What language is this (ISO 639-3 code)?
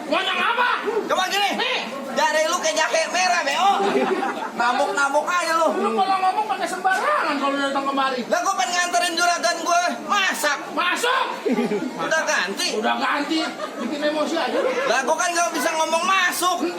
bew